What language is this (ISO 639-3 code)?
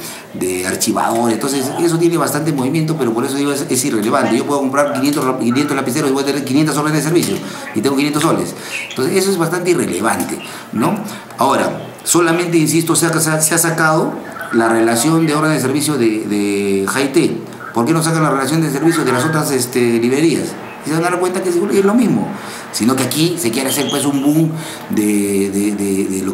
spa